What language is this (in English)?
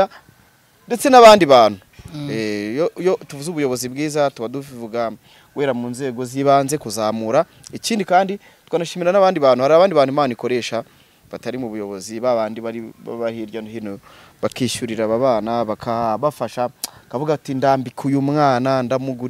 Kinyarwanda